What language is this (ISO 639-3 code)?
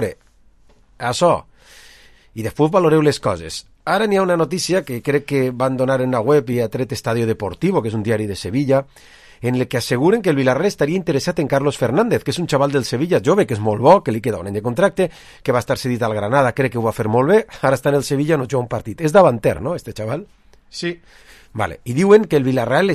cat